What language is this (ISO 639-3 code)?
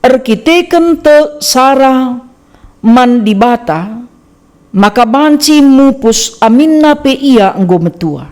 btx